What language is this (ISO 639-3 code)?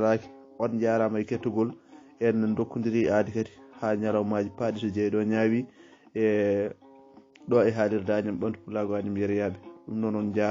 ful